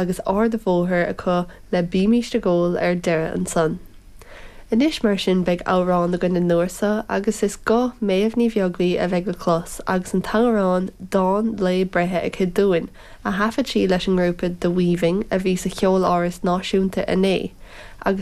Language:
Irish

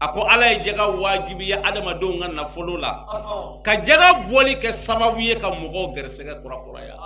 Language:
Bambara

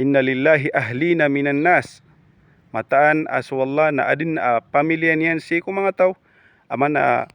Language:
Maranao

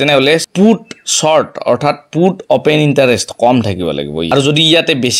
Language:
Assamese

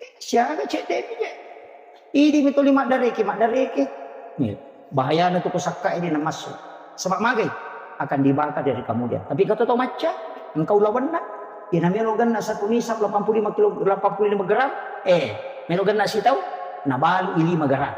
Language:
Buginese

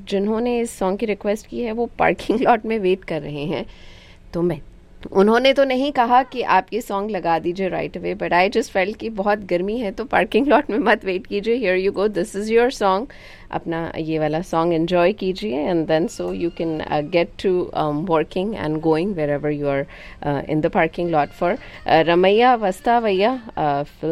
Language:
Hindi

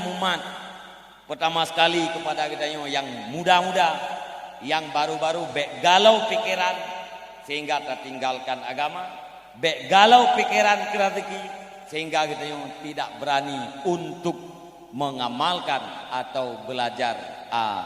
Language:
Achinese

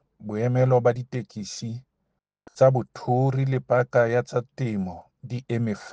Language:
Southern Sotho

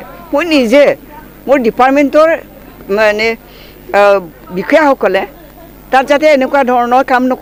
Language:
Assamese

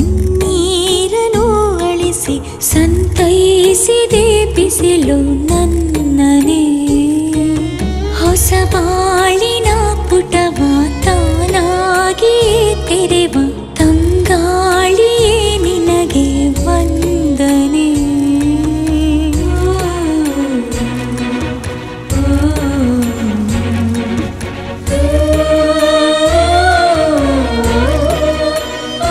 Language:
Kannada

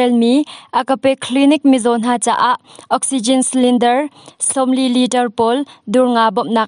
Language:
Hakha Chin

